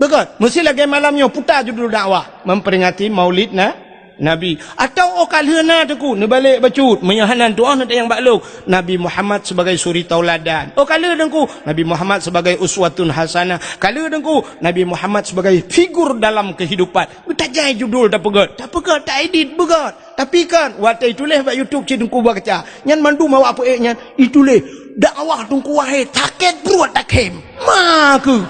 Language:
Achinese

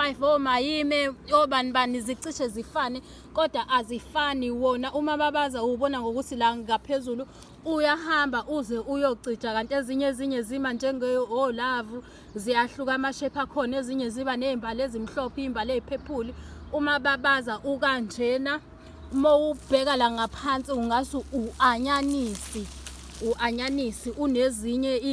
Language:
Zulu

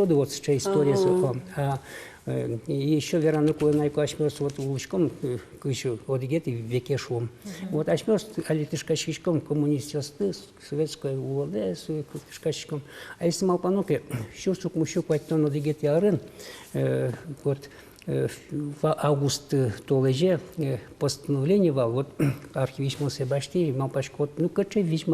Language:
Udmurt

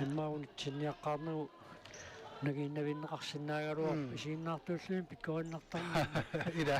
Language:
Kalaallisut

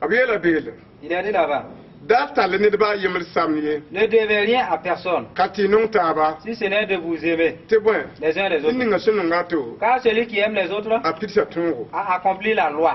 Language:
Mossi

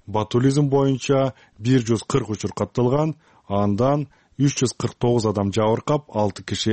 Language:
Kyrgyz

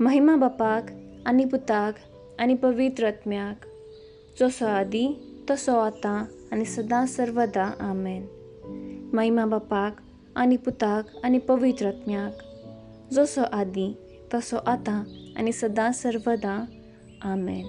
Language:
Konkani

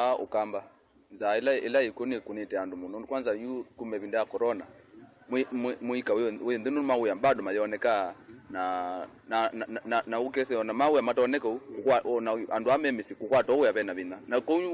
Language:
Kamba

